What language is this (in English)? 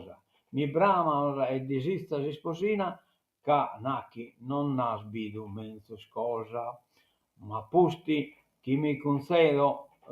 Sardinian